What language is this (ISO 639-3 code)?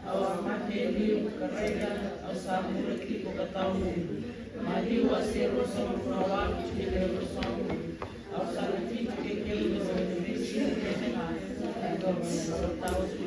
fij